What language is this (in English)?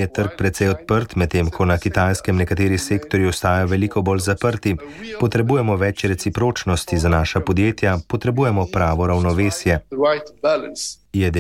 Slovenian